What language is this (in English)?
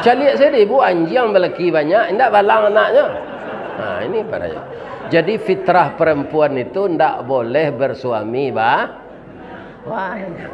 Minangkabau